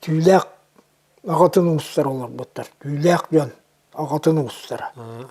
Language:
Yakut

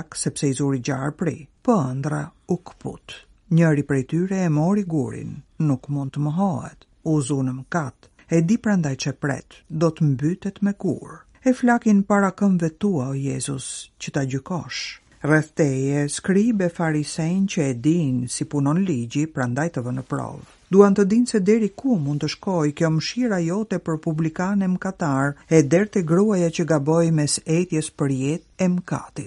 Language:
Albanian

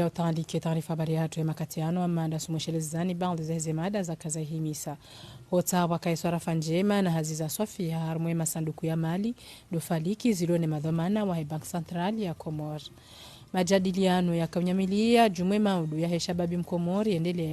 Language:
Ngazidja Comorian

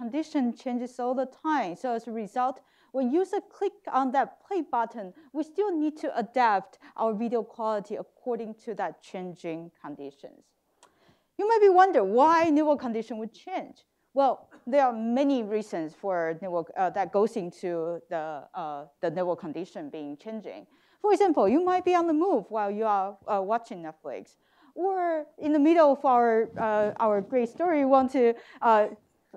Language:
English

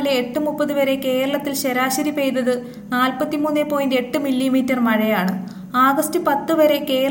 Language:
Malayalam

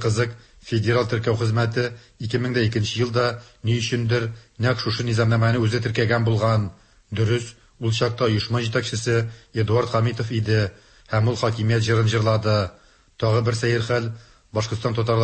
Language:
Tatar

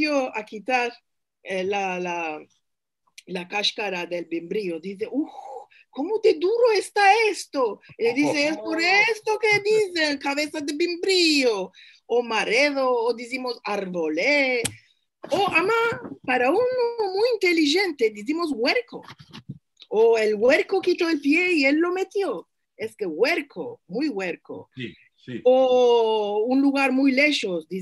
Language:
Ladino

